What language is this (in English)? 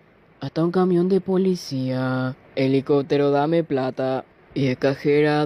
Guarani